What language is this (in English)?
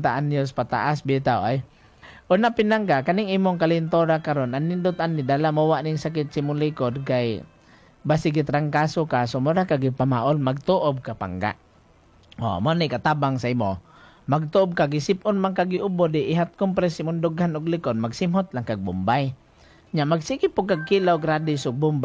Cebuano